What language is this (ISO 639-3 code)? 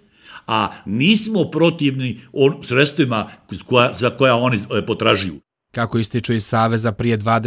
bos